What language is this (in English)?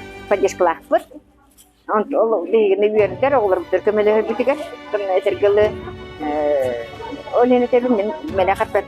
Yakut